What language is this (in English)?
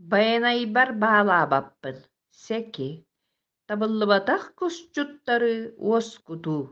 Yakut